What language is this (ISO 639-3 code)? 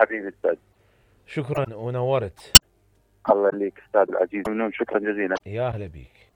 acm